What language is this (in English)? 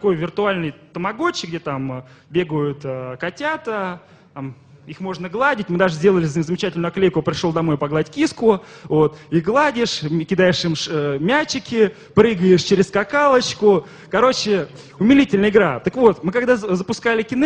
Russian